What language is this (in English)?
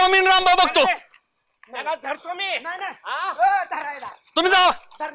Marathi